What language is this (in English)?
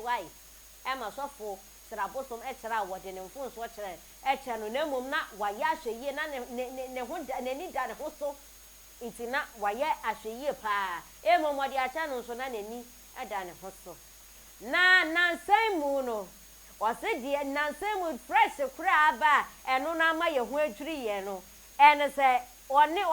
Akan